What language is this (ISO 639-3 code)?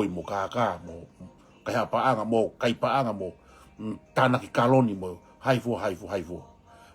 ton